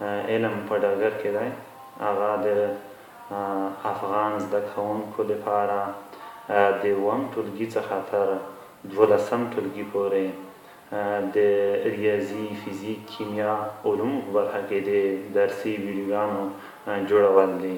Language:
Pashto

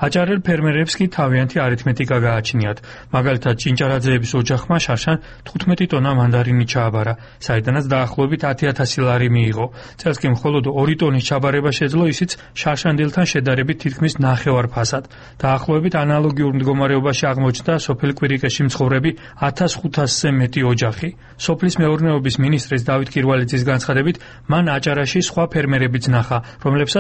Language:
Georgian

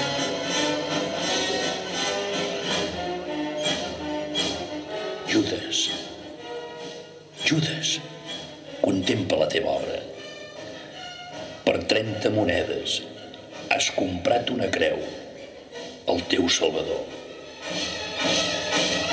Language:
Catalan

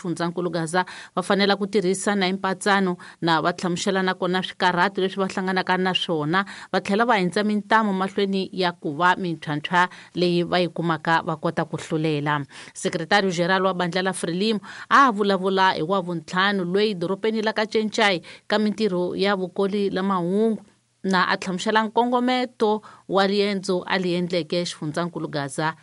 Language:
Tsonga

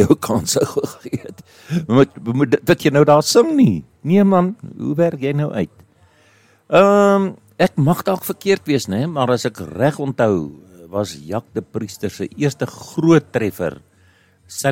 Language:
Afrikaans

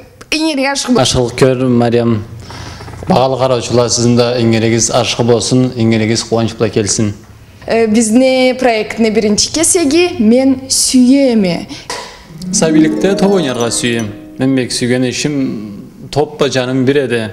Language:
Karachay-Balkar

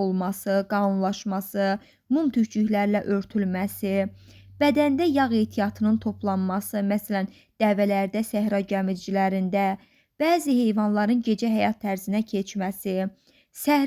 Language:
Azerbaijani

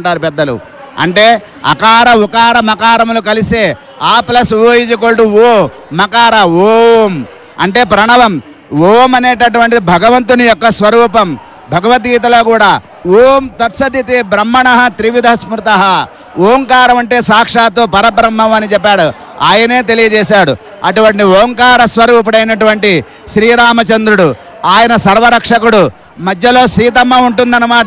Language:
Telugu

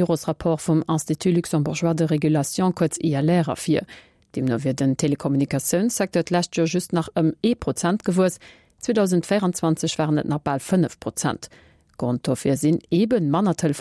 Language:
Luxembourgish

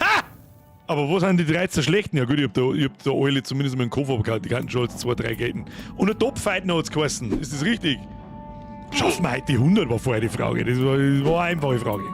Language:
Bavarian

